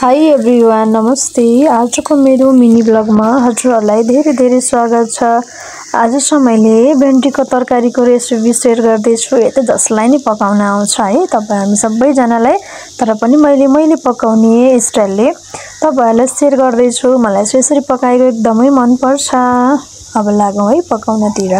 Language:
Nepali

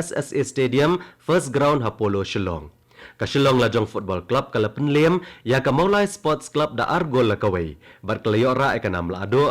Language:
Khasi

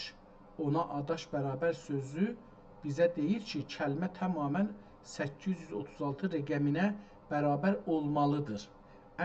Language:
South Azerbaijani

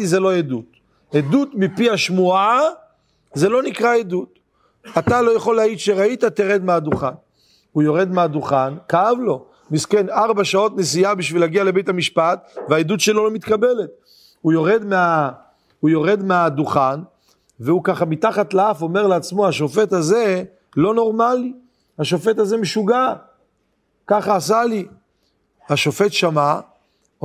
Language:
Hebrew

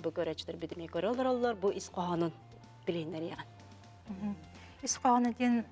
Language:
Yakut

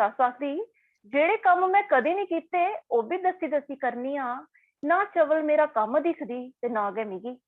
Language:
Dogri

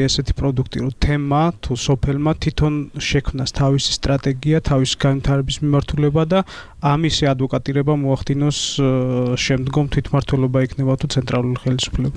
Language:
Georgian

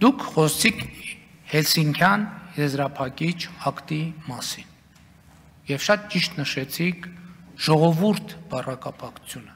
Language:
Armenian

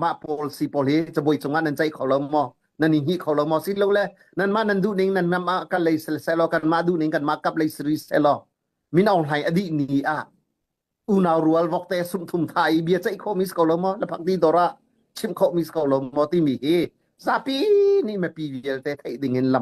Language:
Hakha Chin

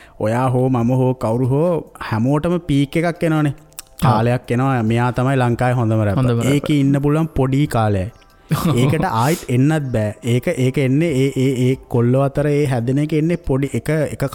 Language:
Sinhala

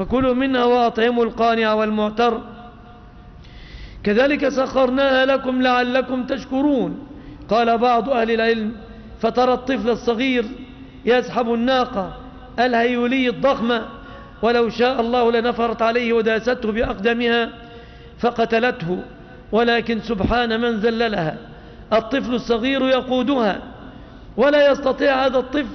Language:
Arabic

